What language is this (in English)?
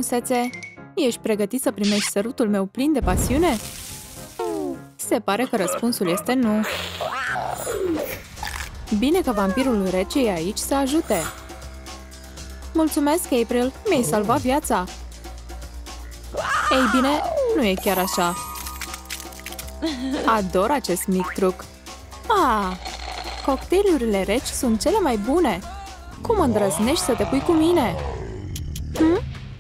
Romanian